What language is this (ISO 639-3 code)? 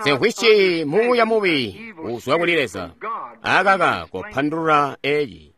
toi